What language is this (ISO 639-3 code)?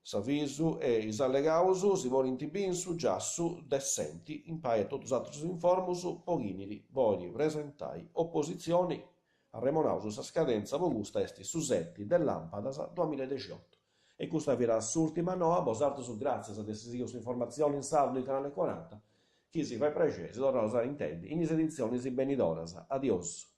srd